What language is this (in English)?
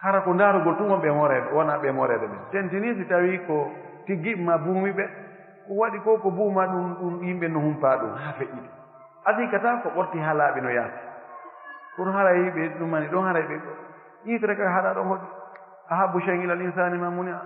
Pular